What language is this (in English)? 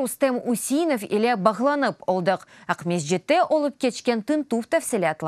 Crimean Tatar